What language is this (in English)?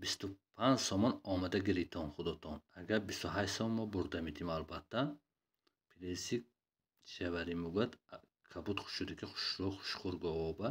Tajik